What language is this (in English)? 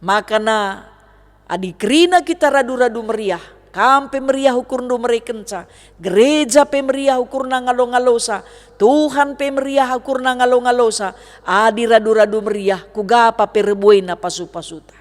Batak Karo